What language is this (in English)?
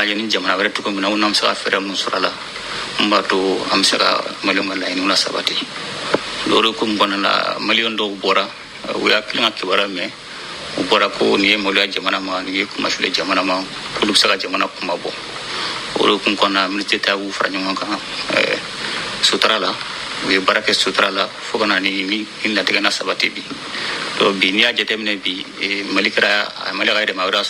Bambara